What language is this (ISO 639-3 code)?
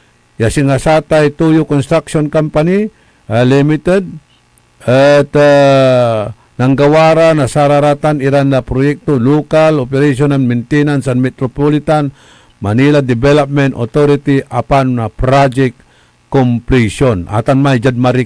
pag